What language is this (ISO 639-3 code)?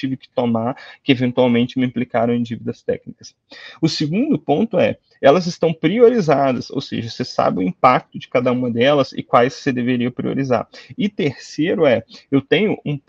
por